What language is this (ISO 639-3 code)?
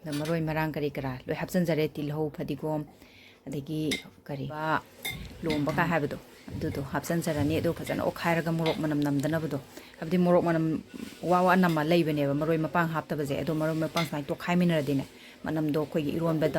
mni